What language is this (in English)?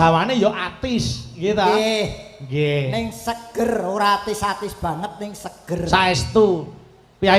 Javanese